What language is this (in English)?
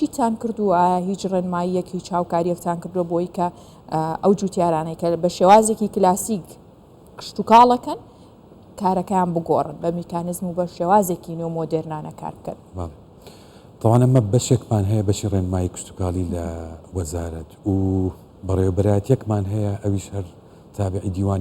Central Kurdish